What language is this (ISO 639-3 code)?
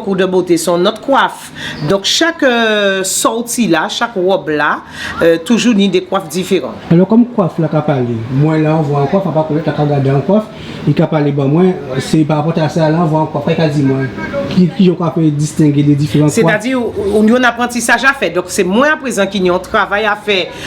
gcf